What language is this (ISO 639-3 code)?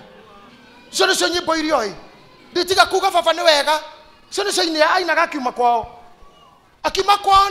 kik